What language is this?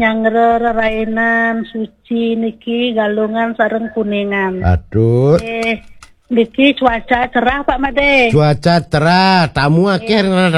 Balinese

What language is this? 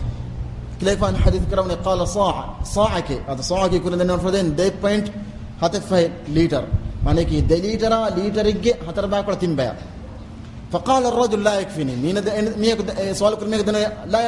Divehi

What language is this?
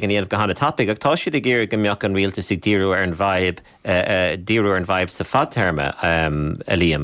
Irish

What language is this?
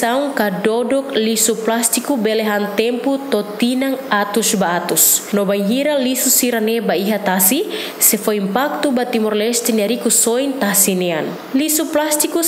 Tetum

